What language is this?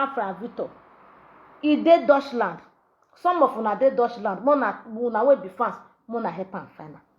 Nigerian Pidgin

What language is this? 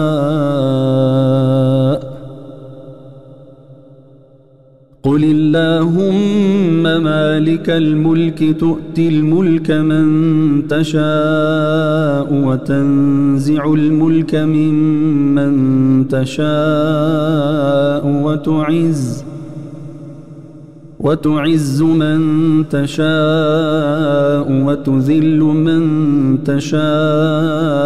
Arabic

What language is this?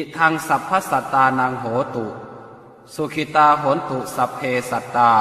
Pali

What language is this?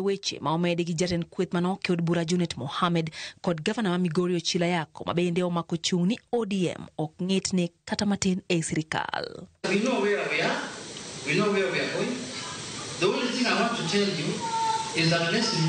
Luo (Kenya and Tanzania)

